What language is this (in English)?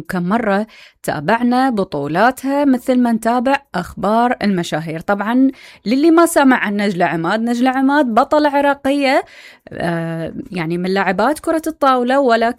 Mesopotamian Arabic